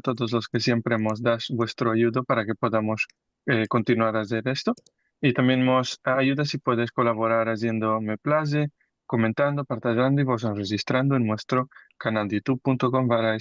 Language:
Ladino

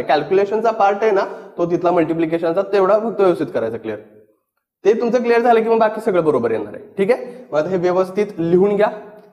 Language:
Marathi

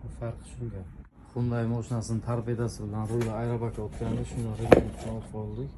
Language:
Uzbek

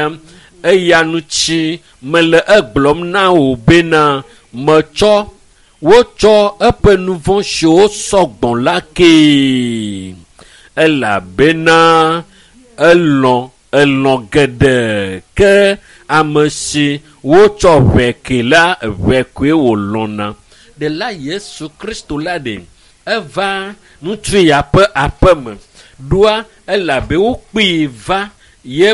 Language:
Ewe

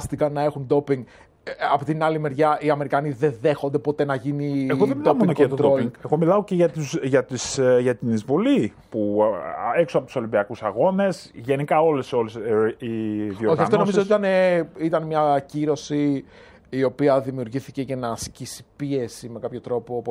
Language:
Greek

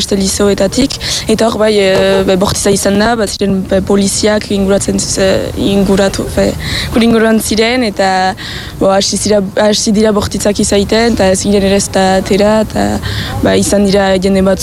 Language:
Basque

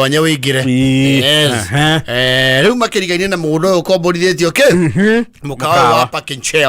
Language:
Kikuyu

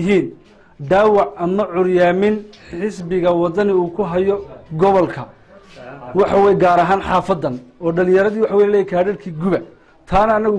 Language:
Somali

